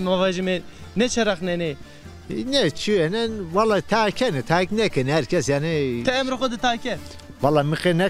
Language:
Zaza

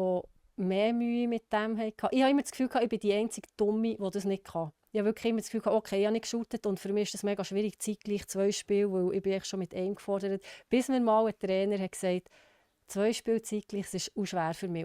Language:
Swiss German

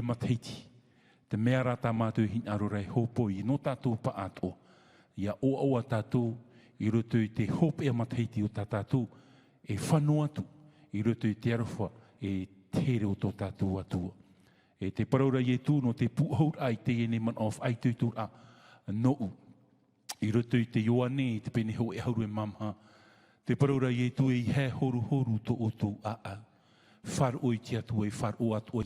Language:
Tahitian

